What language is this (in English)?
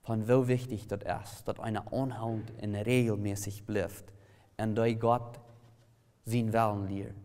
Plautdietsch